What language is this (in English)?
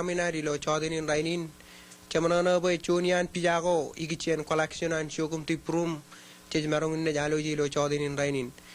Marshallese